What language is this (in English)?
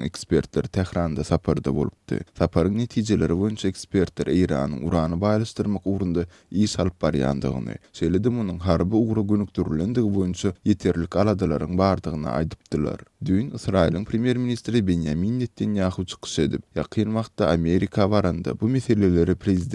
Turkmen